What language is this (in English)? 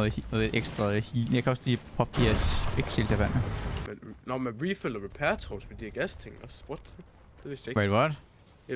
Danish